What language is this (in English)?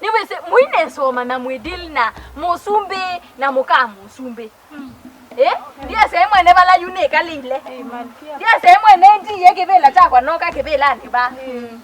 Kamba